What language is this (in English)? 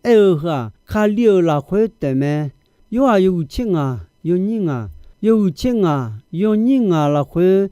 Akha